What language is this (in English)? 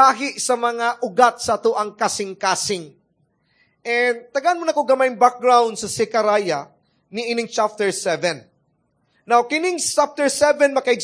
Cebuano